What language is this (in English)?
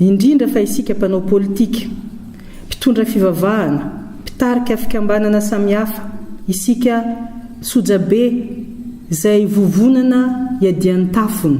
Malagasy